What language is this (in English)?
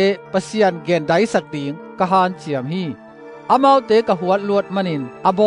Tedim Chin